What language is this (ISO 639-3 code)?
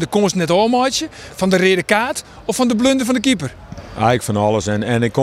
fry